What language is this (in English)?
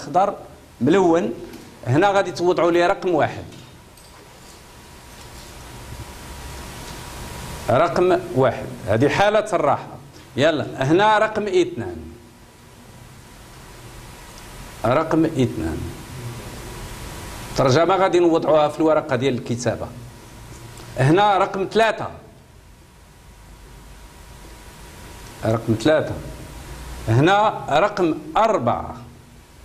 Moroccan Arabic